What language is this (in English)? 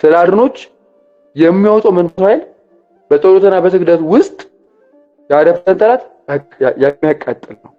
Amharic